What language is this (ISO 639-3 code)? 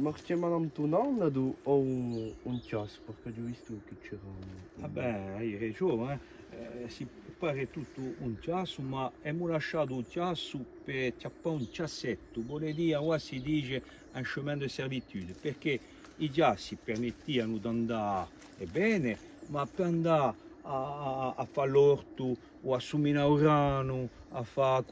cos